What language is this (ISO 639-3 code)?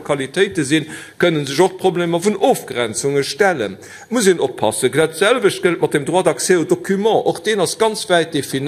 ltz